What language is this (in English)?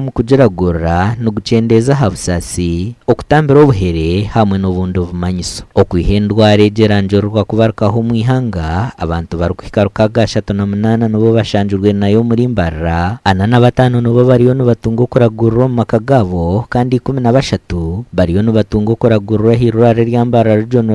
Nyankole